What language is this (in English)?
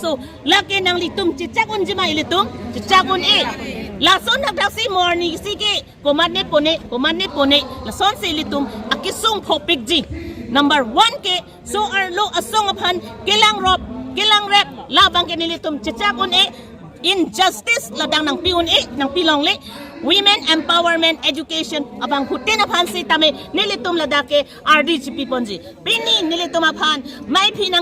Karbi